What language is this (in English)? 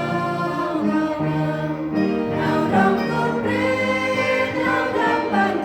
Central Mnong